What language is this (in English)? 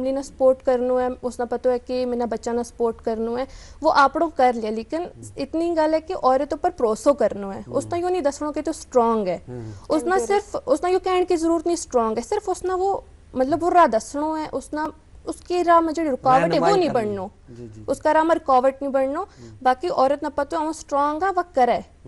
Gujari